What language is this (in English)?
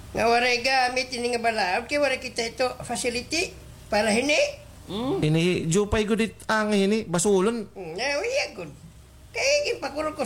Waray